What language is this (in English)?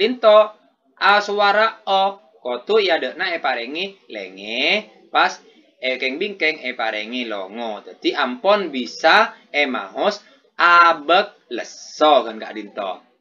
Madurese